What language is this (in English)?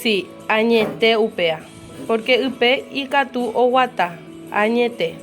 Guarani